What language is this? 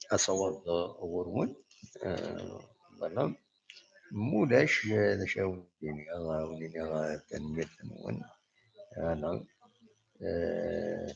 Kabyle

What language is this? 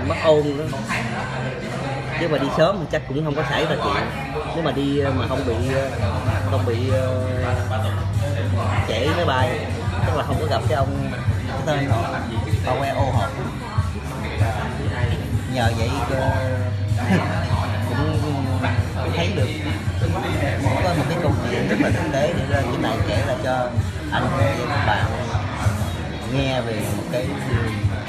Vietnamese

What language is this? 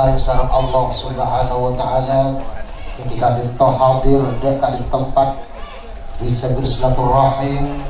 Madurese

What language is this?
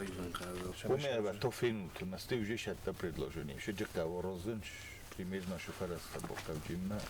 Ossetic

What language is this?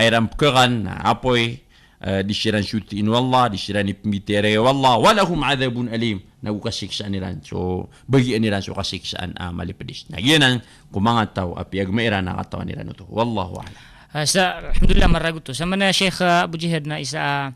Maranao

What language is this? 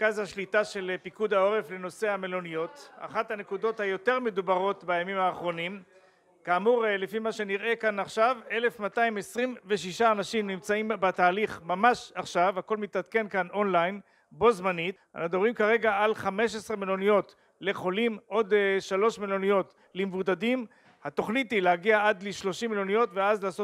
Hebrew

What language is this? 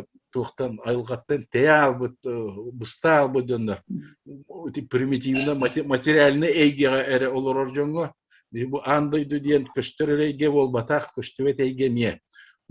Yakut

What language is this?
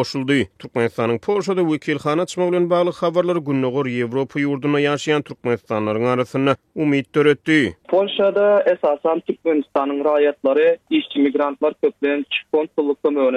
Turkmen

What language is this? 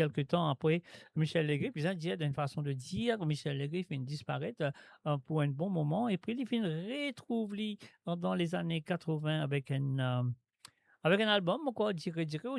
Morisyen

